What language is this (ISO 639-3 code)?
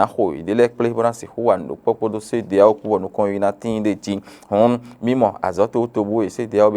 fon